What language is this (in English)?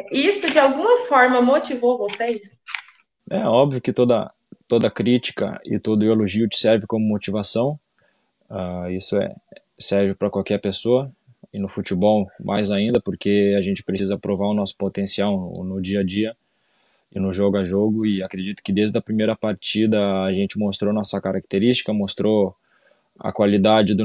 Portuguese